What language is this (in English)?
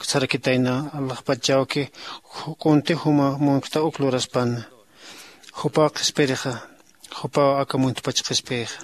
Aymara